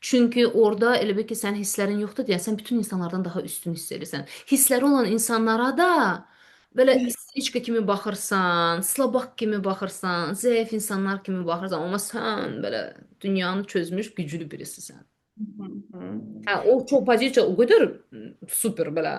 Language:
Azerbaijani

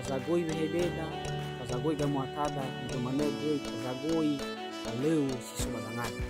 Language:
Nias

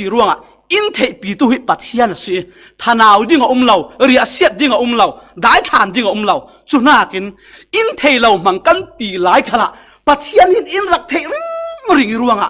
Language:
Falam Chin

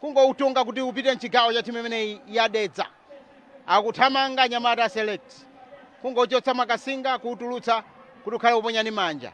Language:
Nyanja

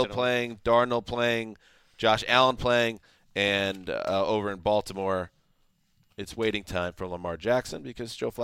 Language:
English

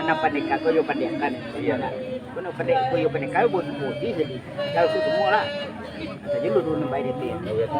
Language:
Minangkabau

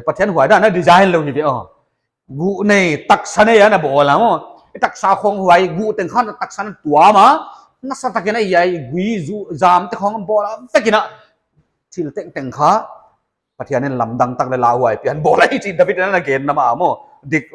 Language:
Paite Chin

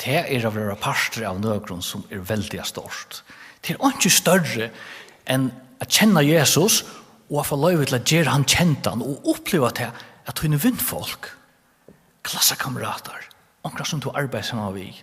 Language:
Faroese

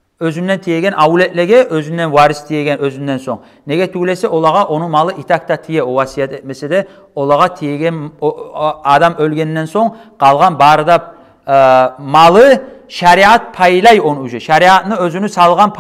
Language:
Kumyk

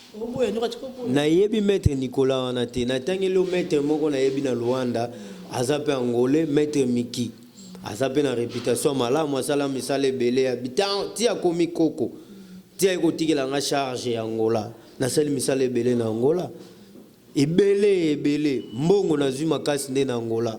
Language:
Lingala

